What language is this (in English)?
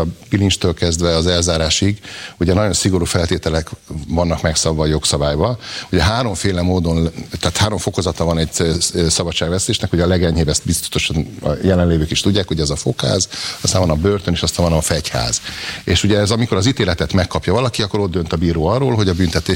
Hungarian